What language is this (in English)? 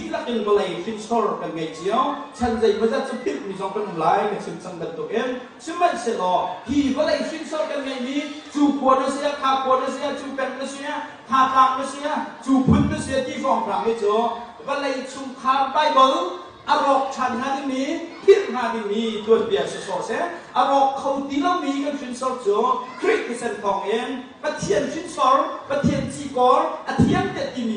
Hakha Chin